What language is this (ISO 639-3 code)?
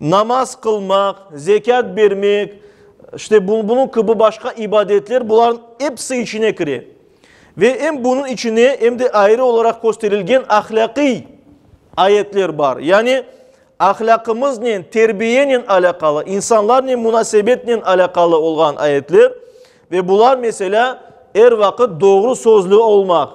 crh